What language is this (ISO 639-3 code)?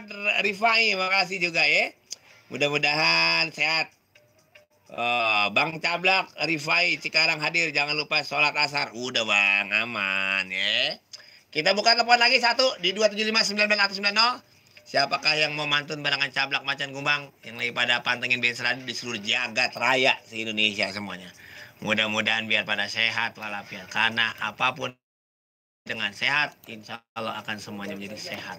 bew